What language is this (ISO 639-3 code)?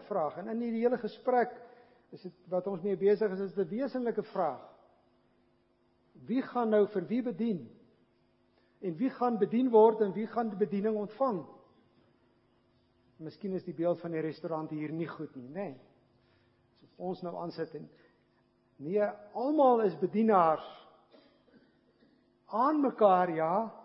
afr